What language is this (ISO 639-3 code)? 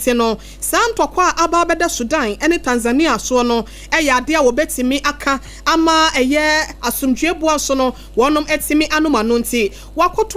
aka